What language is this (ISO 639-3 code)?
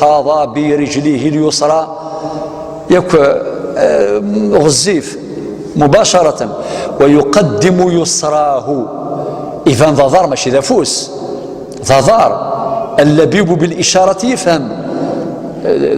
kab